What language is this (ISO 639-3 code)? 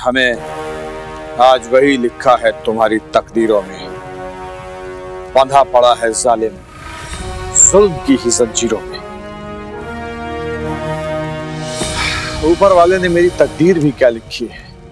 hin